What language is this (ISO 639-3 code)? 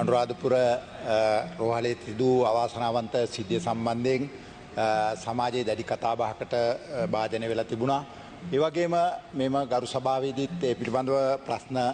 sin